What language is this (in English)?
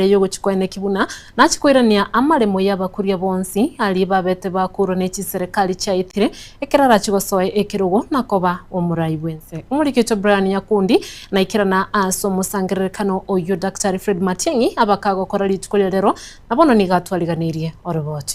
Gusii